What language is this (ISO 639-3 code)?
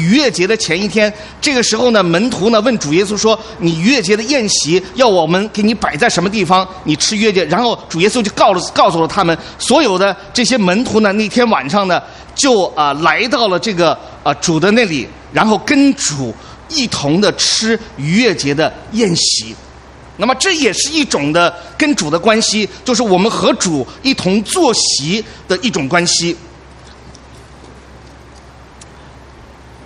zho